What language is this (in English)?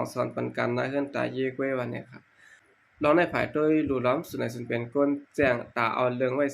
Shan